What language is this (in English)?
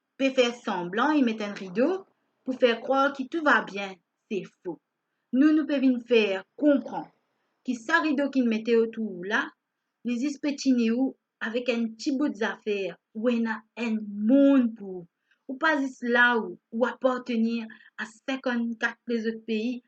Morisyen